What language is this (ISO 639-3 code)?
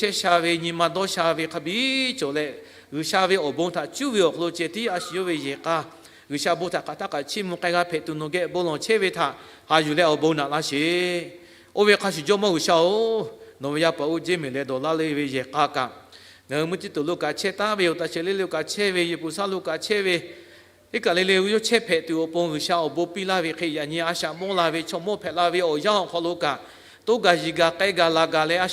lhu